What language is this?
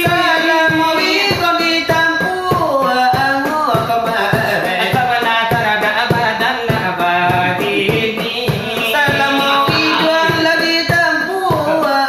Minangkabau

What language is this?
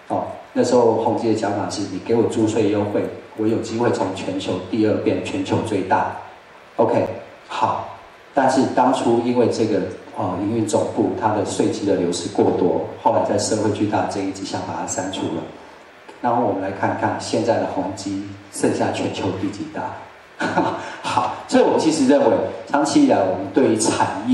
Chinese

